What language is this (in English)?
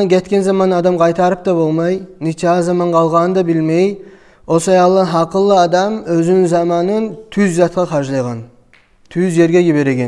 Kumyk